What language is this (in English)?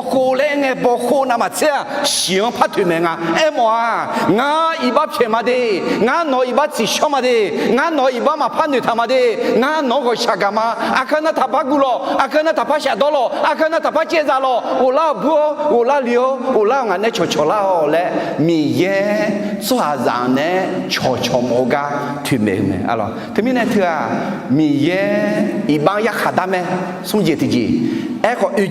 Akha